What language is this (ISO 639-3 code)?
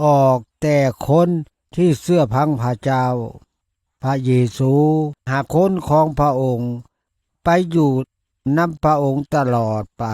lao